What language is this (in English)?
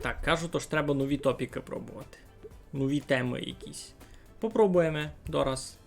Rusyn